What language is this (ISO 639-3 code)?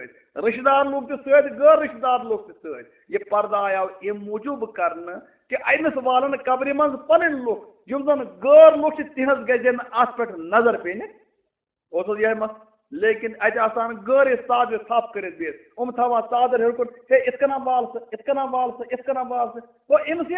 kas